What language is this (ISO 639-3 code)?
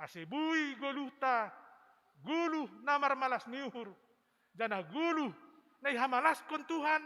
bts